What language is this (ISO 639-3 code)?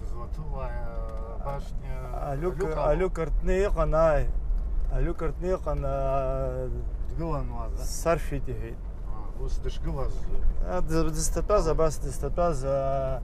abk